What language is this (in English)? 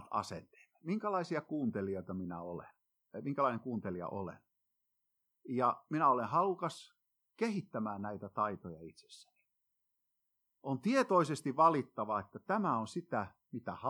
Finnish